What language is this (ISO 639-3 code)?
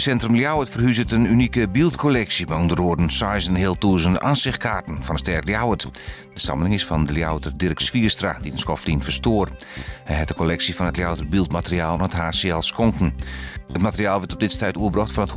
fry